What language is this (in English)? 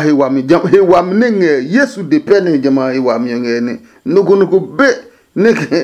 Adangme